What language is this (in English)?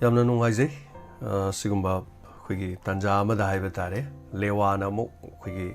Manipuri